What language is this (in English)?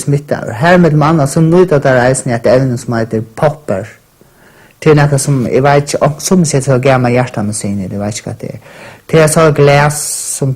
Faroese